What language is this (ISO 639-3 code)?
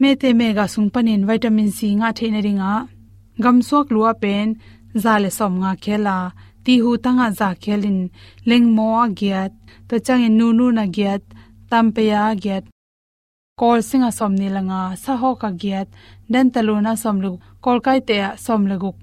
ctd